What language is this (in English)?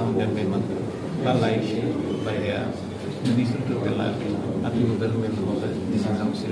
Tetum